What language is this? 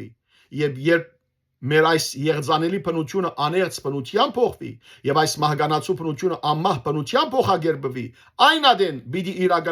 Western Armenian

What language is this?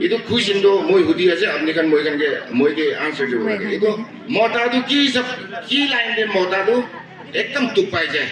Naga Pidgin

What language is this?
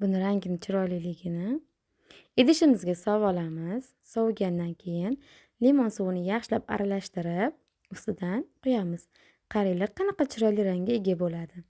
Uzbek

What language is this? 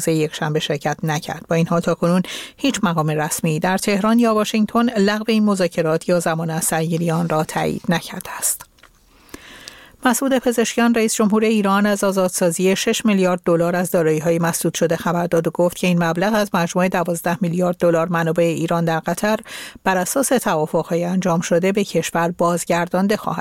Persian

